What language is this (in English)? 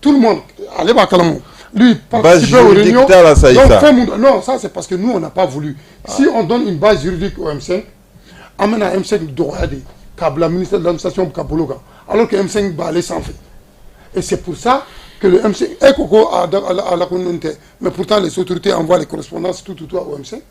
Bambara